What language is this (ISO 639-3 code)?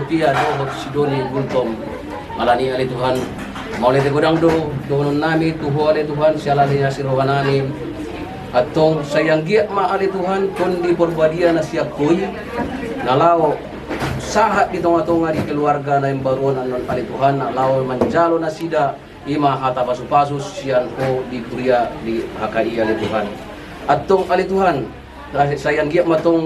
bbc